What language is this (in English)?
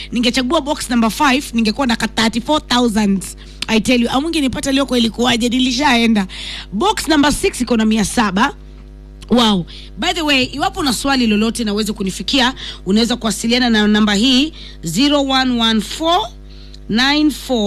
Swahili